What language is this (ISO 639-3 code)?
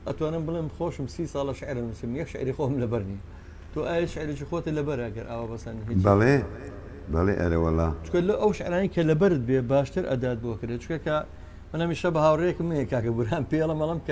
ckb